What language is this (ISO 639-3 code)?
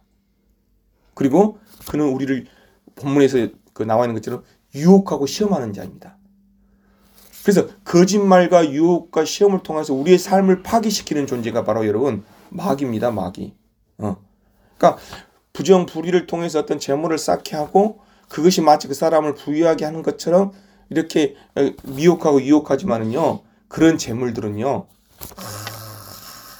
kor